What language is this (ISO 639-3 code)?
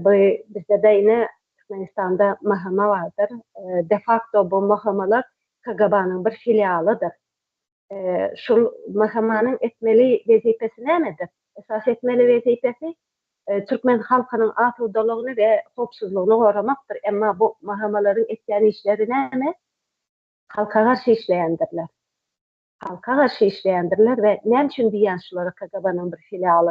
tuk